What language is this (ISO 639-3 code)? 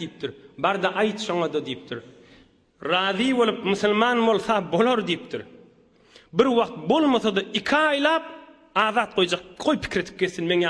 tuk